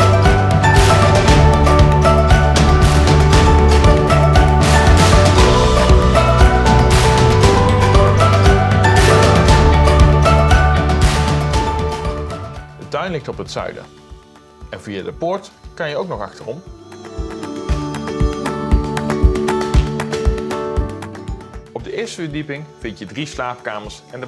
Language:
Dutch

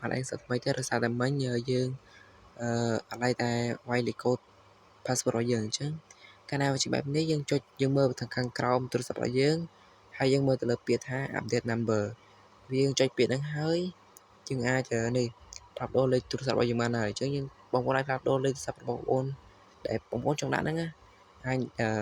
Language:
Khmer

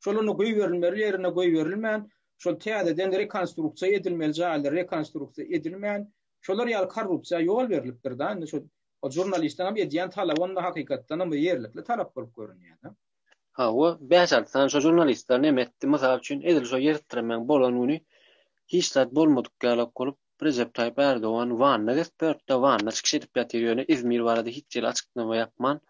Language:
Turkmen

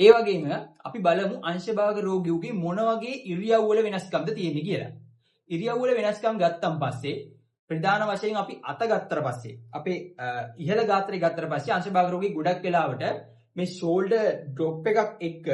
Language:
Sinhala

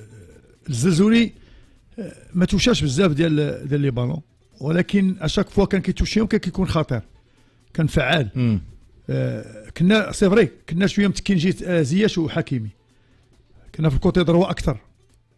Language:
Moroccan Arabic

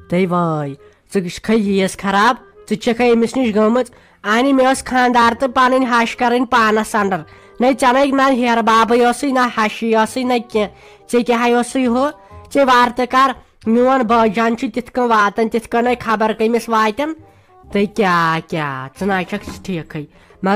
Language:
Kashmiri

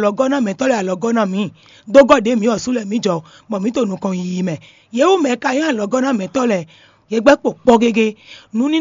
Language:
Fon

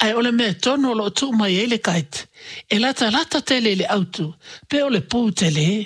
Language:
Samoan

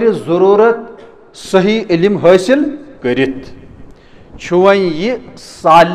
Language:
Kashmiri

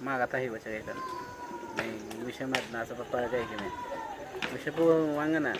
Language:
Awa-Cuaiquer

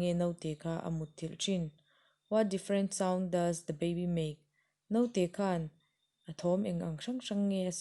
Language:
Mizo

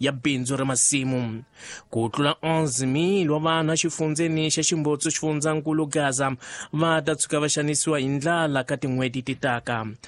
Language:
Tsonga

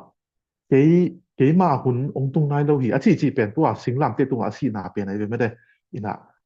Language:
Tedim Chin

